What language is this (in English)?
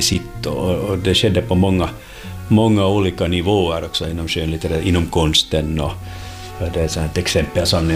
Swedish